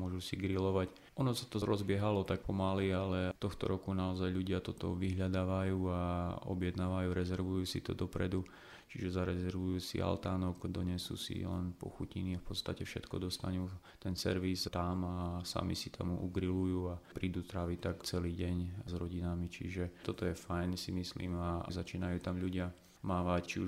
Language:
Slovak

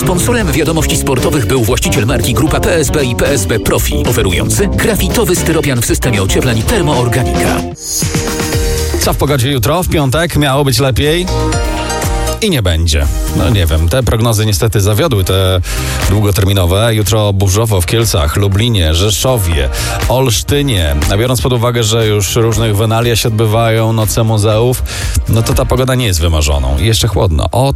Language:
Polish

